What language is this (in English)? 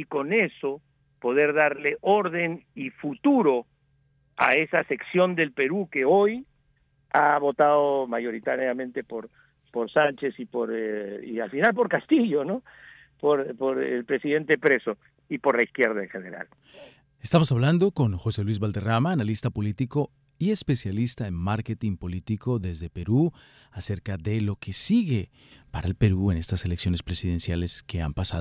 Spanish